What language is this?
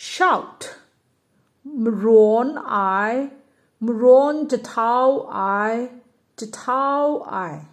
Kachin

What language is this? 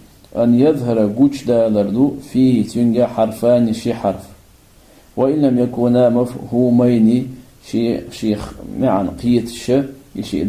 Chechen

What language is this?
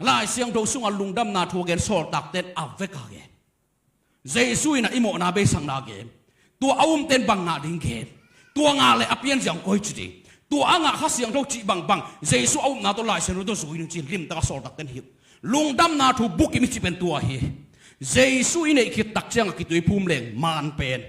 Tedim Chin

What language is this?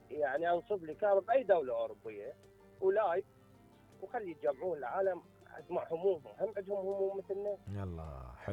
Mesopotamian Arabic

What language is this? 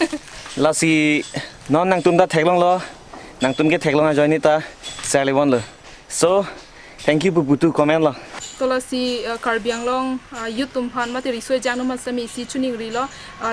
Karbi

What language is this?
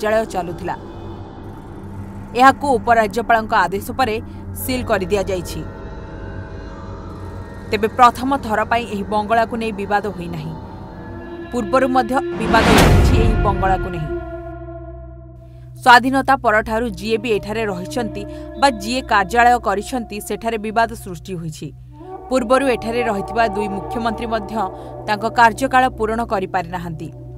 Odia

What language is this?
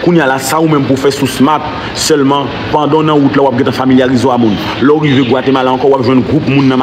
Haitian Creole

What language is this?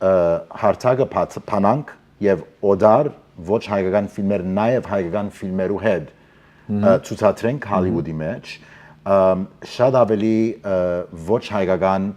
Western Armenian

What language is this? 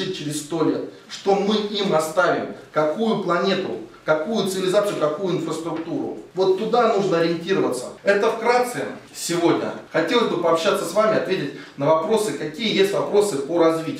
Russian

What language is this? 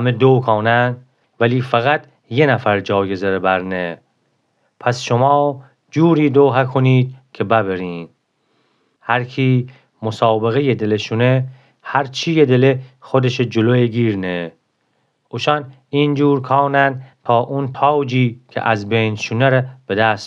Gilaki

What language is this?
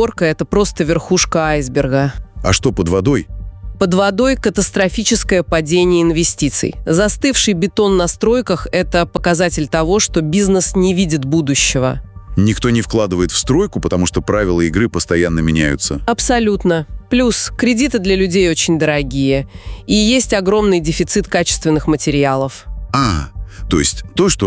Russian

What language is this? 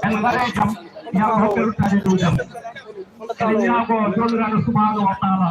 Fula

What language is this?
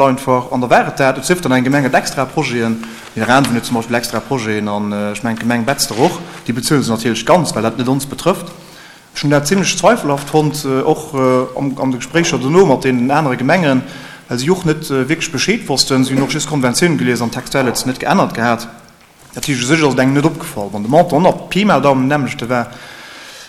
Luxembourgish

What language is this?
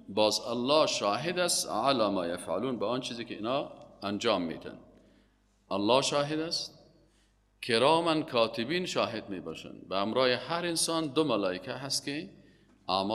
Persian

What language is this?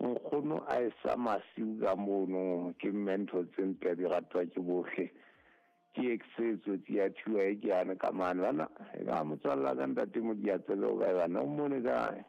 Southern Sotho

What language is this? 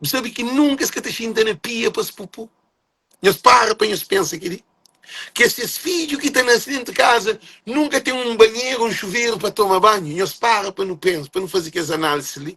Kabuverdianu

